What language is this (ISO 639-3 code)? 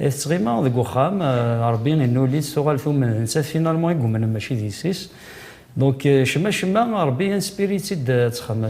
kab